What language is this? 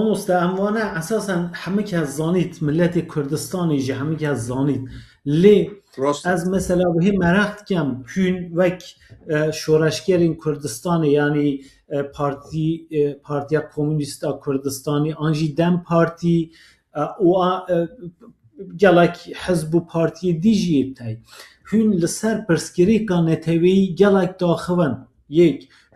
Kurdish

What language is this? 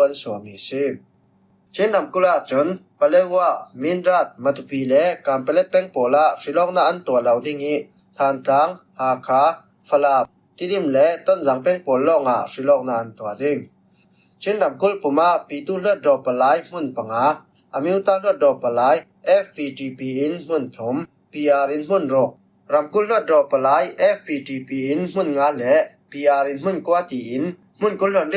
Falam Chin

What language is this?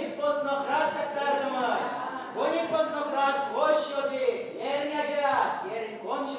Chuvash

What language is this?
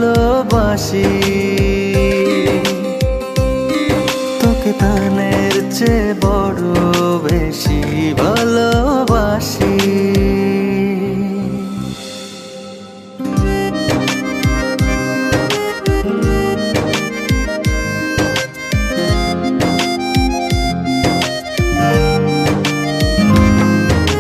Bangla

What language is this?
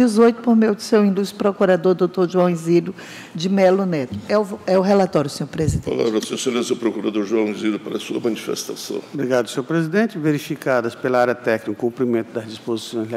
Portuguese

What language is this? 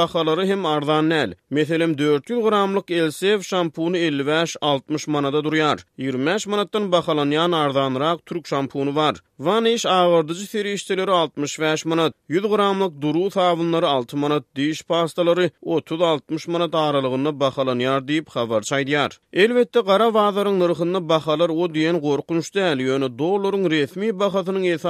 Turkmen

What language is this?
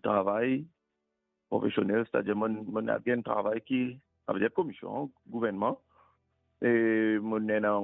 Morisyen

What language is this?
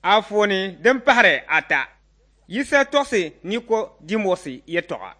Dagbani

